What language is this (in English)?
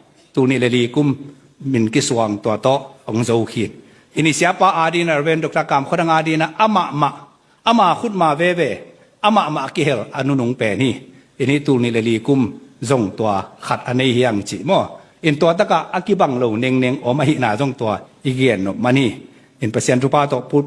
Tedim Chin